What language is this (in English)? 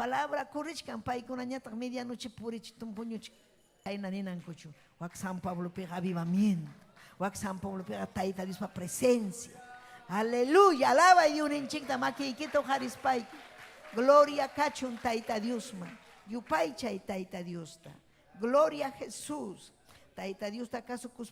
Ayacucho Quechua